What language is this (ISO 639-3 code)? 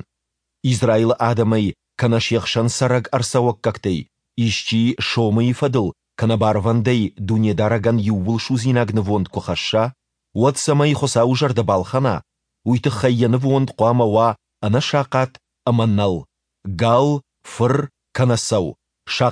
oss